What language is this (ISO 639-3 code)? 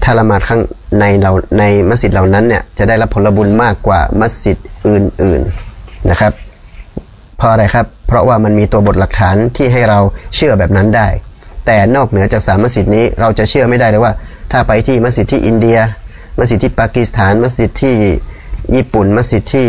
tha